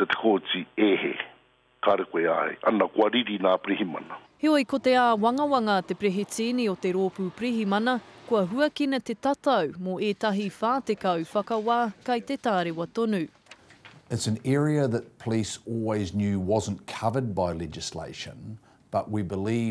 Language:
Māori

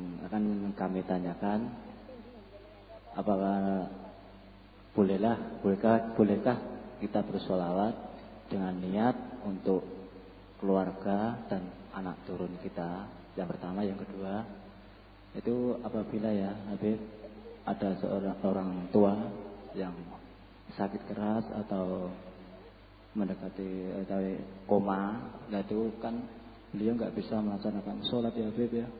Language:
Indonesian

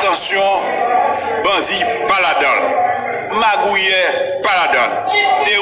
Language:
Haitian Creole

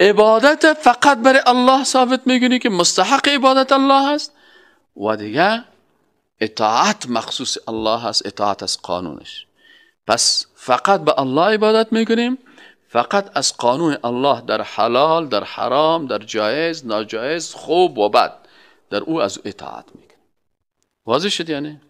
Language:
Persian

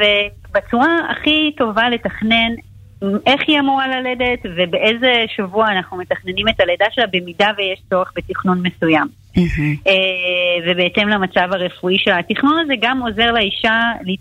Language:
Hebrew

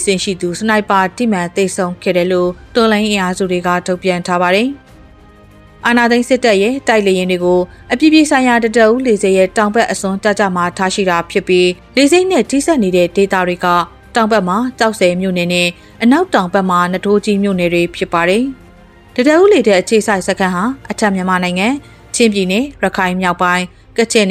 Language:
Burmese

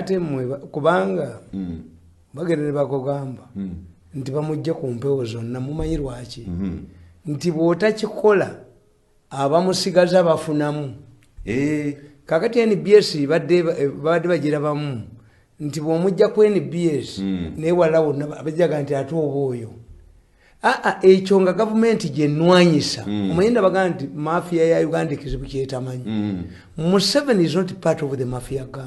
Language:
Ganda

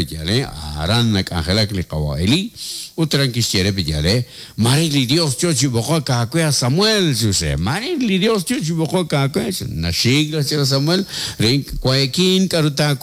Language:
Kekchí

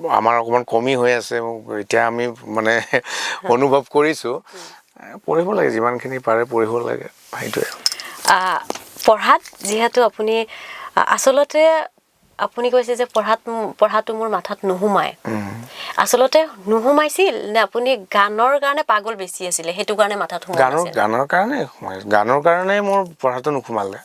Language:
Assamese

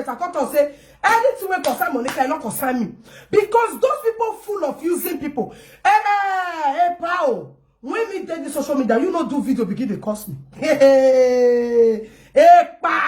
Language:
Nigerian Pidgin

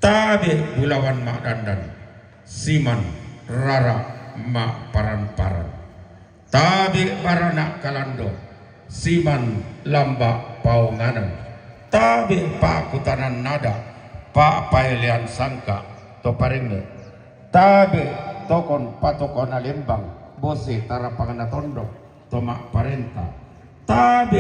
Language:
Toraja-Sa'dan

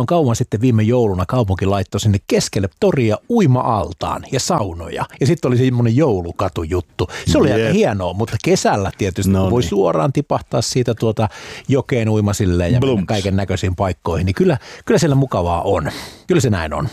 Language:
Finnish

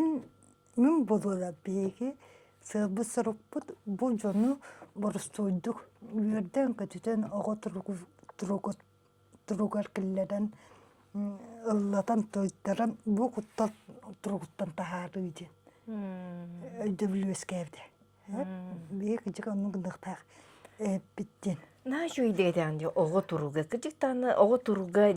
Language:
Yakut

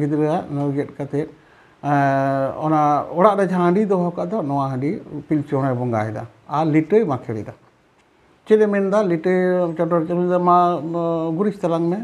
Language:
Santali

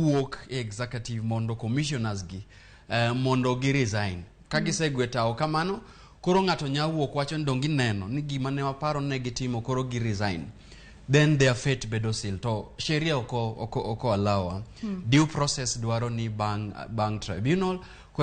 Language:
Luo (Kenya and Tanzania)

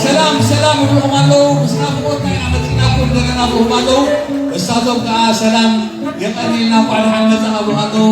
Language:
Tigrinya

